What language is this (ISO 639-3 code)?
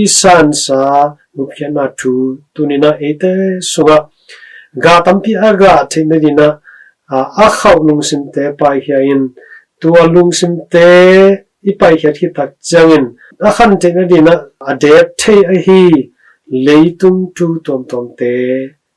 ctd